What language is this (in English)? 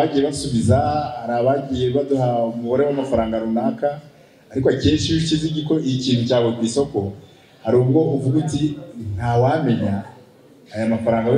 Kinyarwanda